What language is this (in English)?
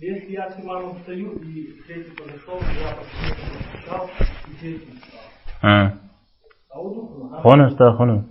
Kabardian